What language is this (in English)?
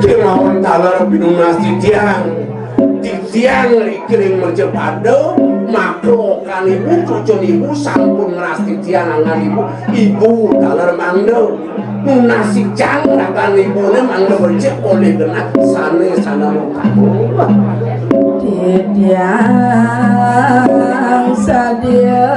Balinese